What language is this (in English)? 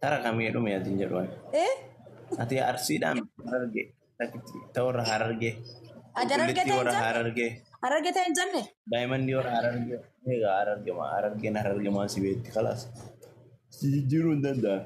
Oromo